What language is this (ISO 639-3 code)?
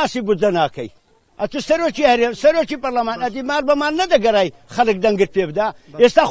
ckb